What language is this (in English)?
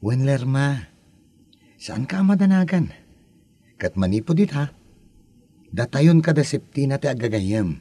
Iloko